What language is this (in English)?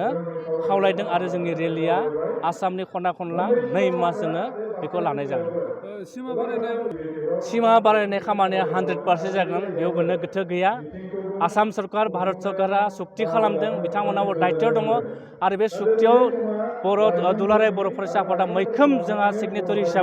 Bodo